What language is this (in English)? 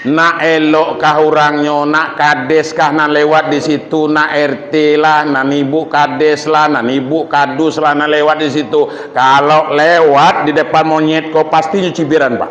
Minangkabau